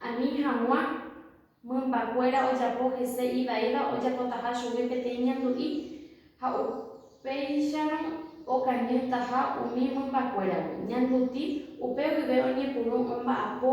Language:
Guarani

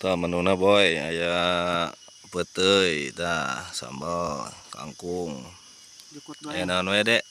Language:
Sundanese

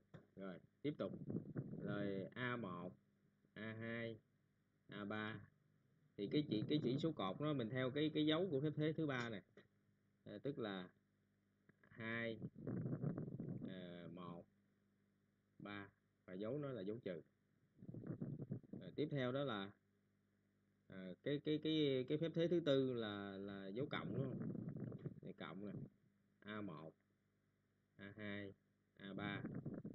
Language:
Vietnamese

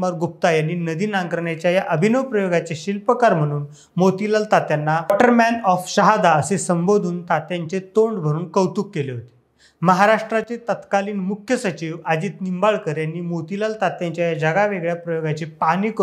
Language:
Marathi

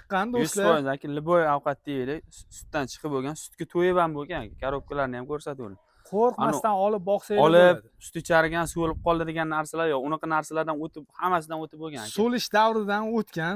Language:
Uzbek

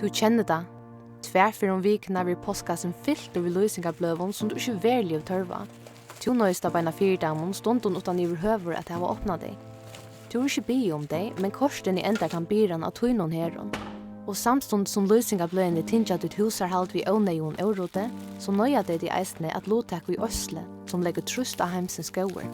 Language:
Faroese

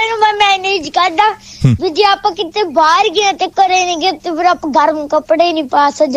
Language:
Punjabi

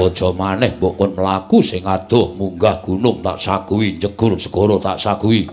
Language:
Javanese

